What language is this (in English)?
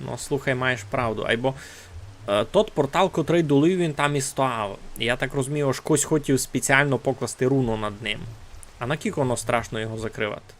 Rusyn